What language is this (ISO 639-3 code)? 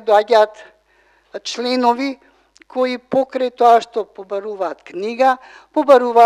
mkd